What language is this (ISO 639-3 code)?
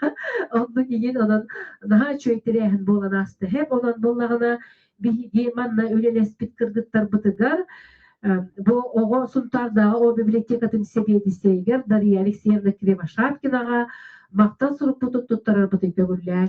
sah